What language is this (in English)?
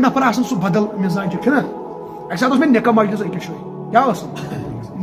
Kashmiri